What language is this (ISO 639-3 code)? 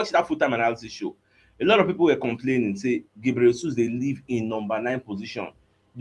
pcm